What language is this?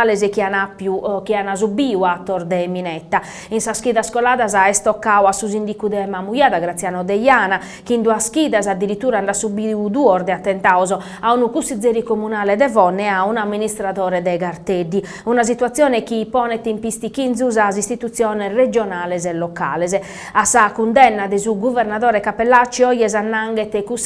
Sardinian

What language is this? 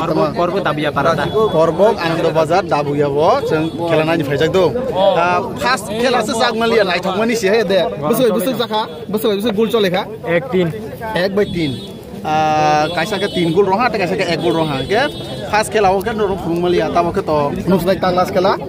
Kok Borok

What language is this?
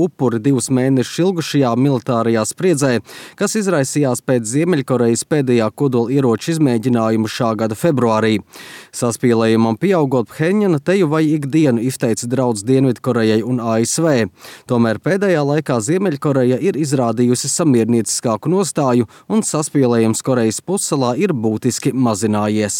Latvian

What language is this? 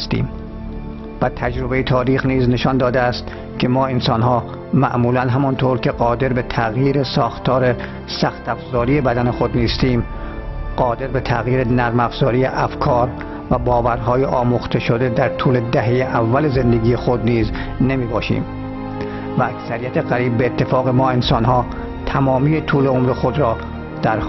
Persian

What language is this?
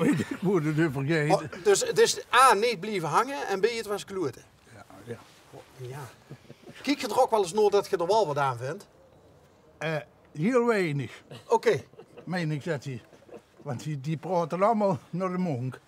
Limburgish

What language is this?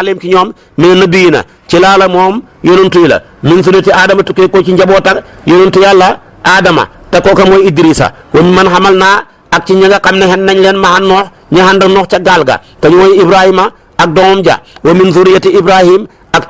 Wolof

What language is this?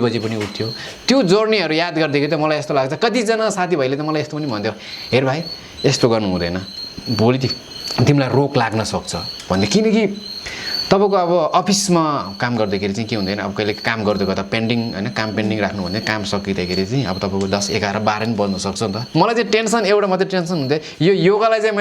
Nepali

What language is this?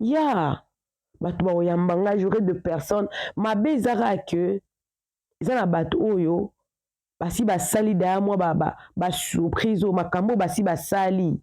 Lingala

